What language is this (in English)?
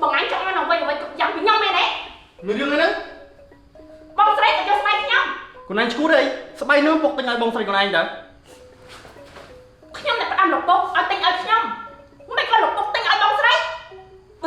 Khmer